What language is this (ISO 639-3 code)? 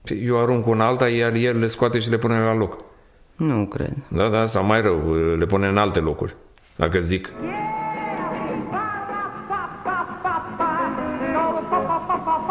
ron